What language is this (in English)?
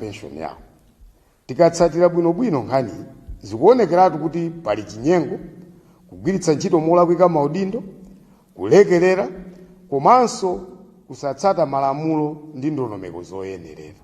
Nyanja